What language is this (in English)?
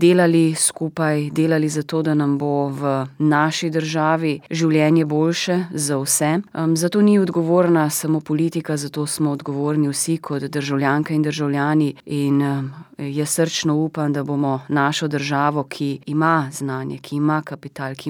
Slovenian